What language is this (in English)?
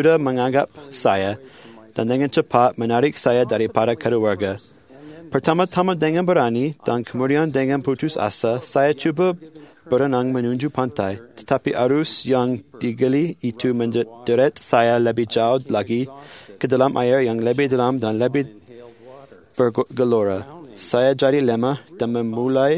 Malay